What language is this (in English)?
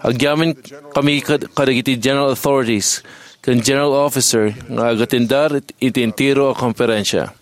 Iloko